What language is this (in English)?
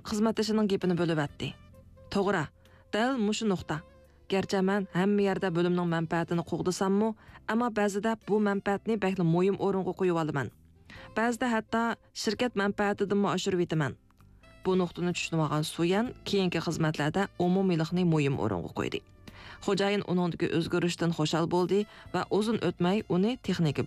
Uyghur